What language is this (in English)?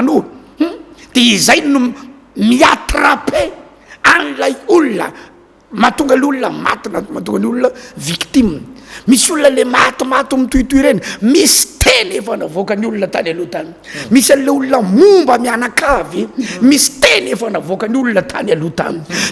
Malagasy